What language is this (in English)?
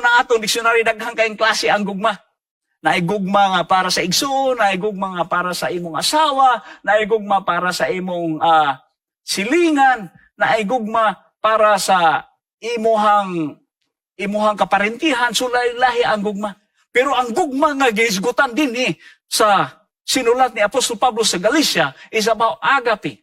Cebuano